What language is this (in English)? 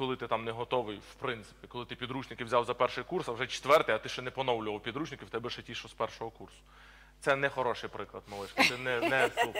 Ukrainian